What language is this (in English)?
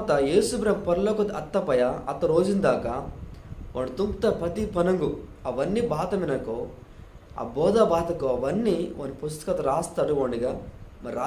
Koya